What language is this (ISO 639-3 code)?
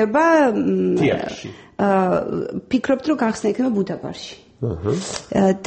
kat